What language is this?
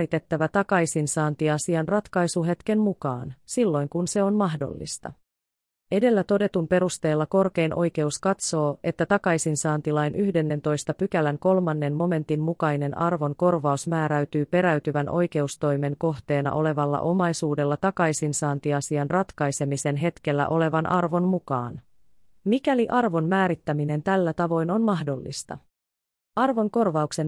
Finnish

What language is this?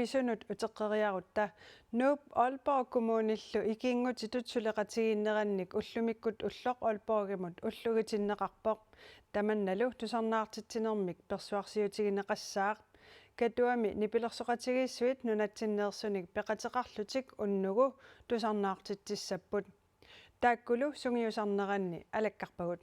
Kalaallisut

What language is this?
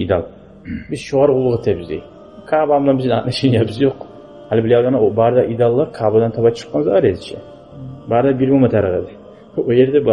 Kumyk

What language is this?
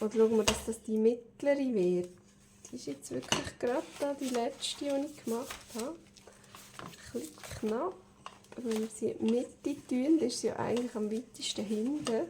Swiss German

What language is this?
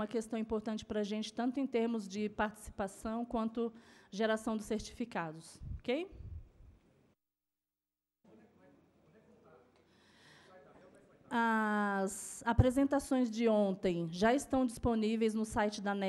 Portuguese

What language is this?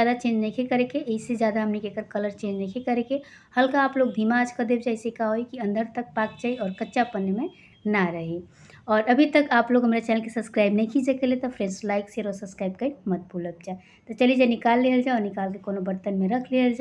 Bhojpuri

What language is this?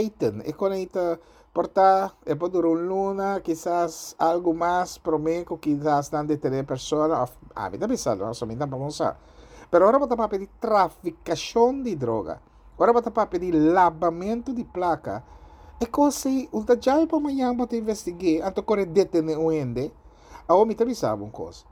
Papiamento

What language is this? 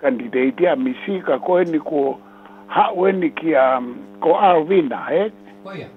Tongan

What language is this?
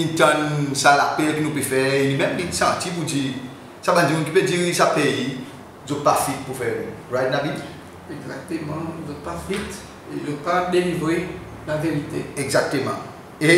Seselwa Creole French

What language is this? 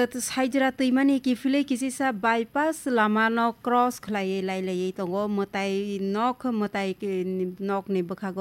Kok Borok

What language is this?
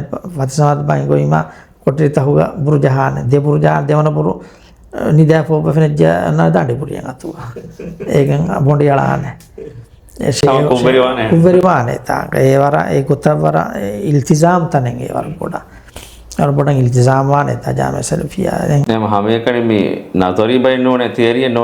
Divehi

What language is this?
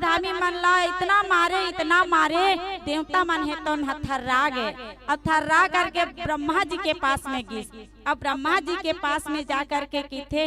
Chhattisgarhi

